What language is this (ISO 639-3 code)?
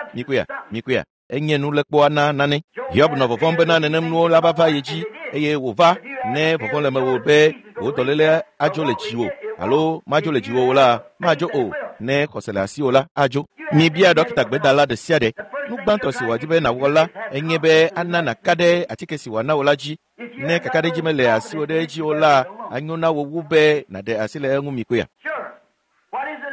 ewe